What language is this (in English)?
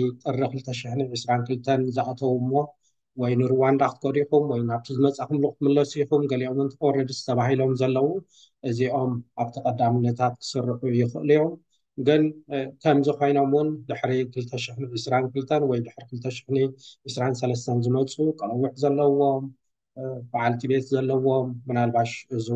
Tigrinya